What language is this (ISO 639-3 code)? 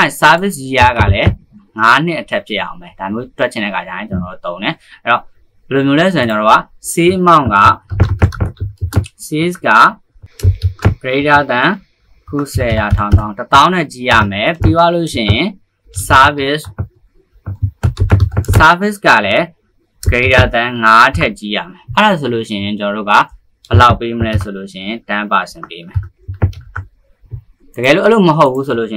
mya